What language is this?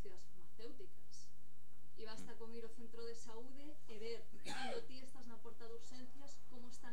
Galician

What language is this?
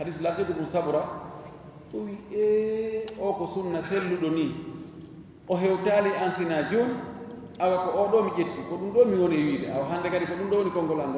Fula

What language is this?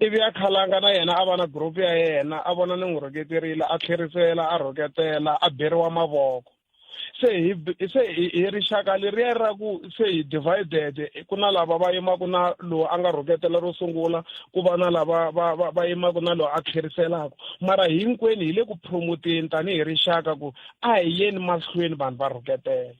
Tsonga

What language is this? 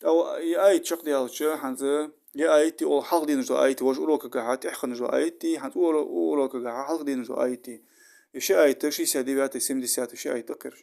Ingush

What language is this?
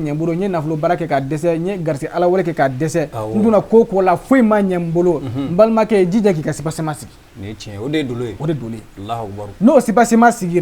Bambara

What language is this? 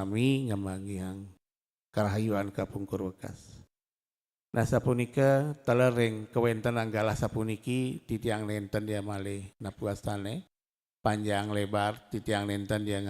Balinese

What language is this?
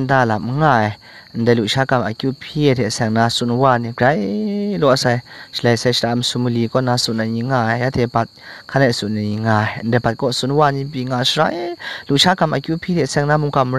Kachin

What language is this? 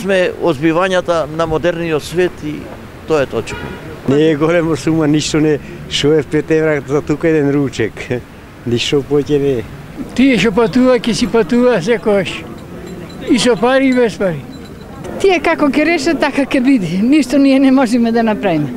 Macedonian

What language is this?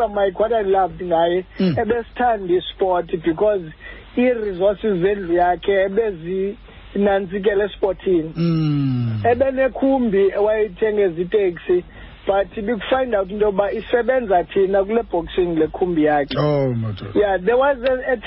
Xhosa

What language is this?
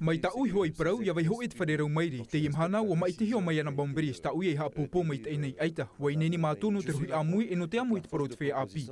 Tahitian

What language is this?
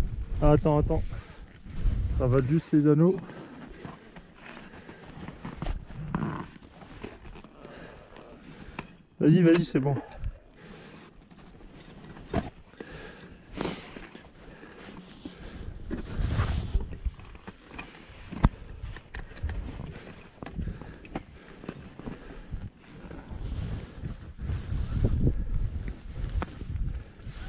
French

